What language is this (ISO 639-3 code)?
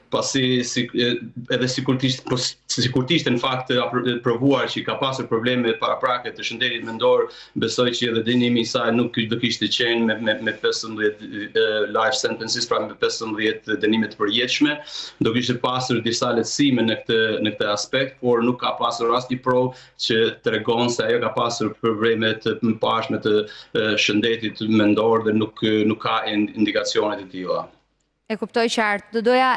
sqi